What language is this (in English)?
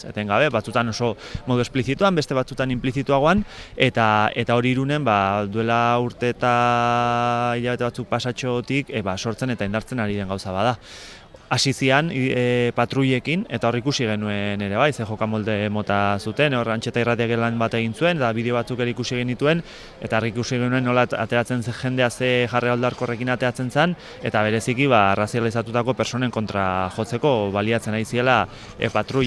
Basque